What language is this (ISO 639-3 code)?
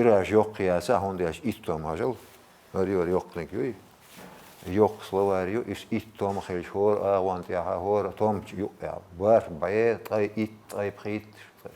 che